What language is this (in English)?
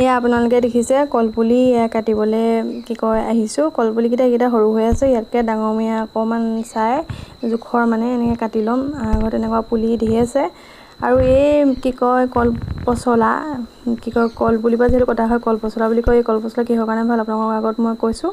Assamese